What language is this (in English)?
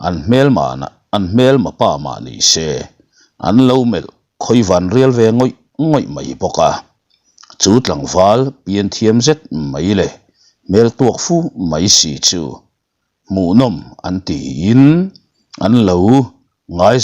Mizo